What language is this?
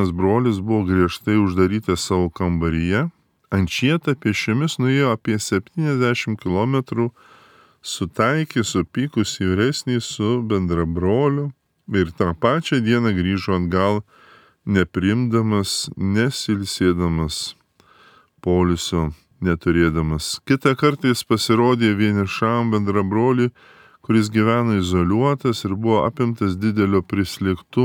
Lithuanian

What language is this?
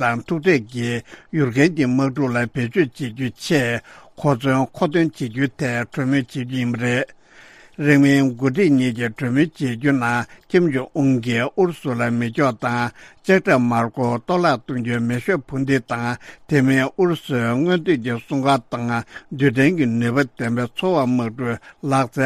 Tibetan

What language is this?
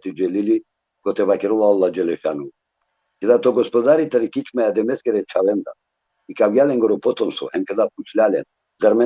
Balkan Romani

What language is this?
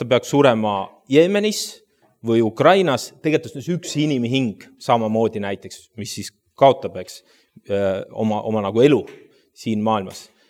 Estonian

